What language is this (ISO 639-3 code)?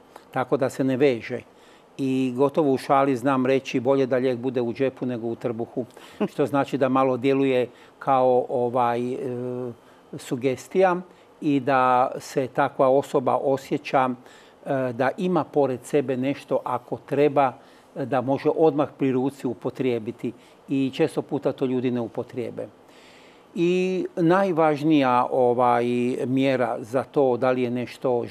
hrv